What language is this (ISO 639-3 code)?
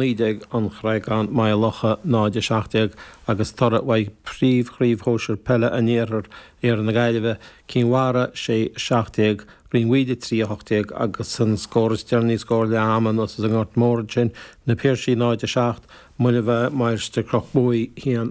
gle